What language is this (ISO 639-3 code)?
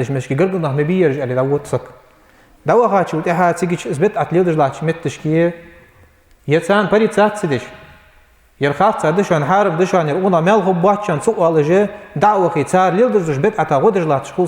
inh